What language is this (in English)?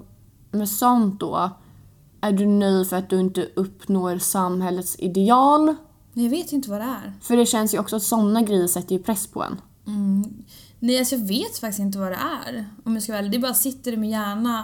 Swedish